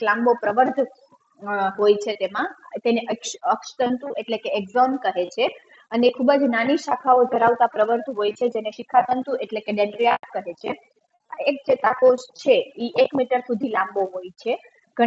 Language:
Gujarati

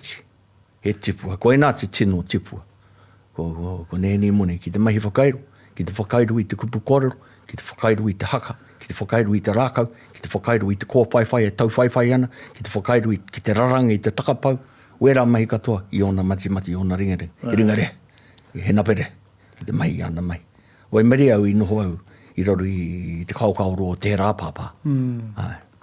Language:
Māori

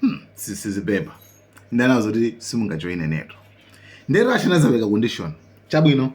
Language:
Nyanja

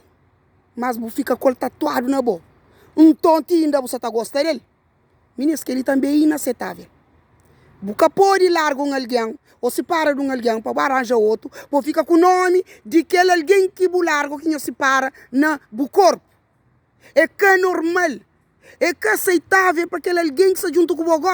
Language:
Kabuverdianu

